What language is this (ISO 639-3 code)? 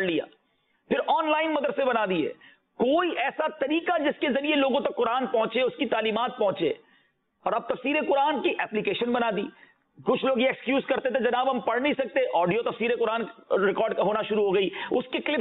urd